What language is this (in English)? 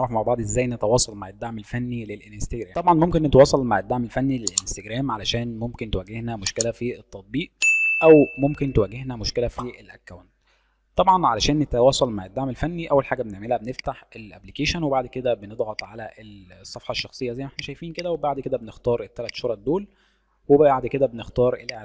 Egyptian Arabic